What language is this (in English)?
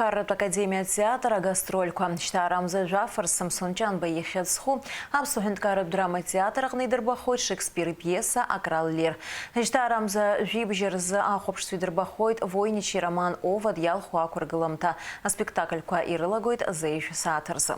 Abkhazian